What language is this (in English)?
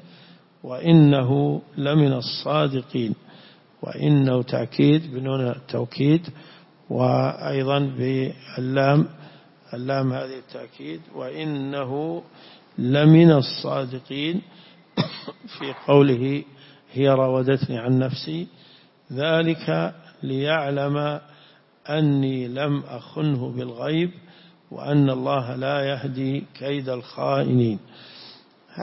Arabic